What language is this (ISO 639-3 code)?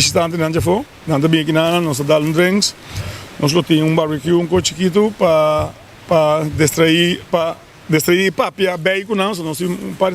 pap